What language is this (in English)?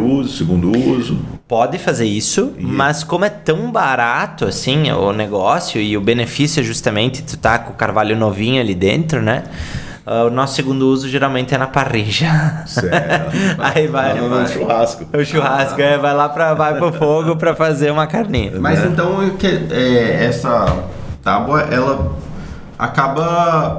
Portuguese